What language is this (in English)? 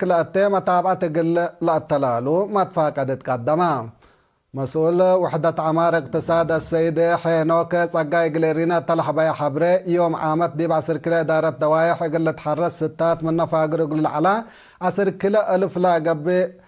Tigre